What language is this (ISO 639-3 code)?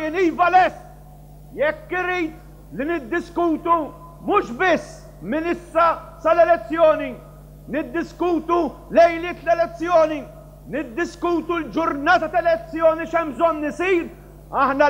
mlt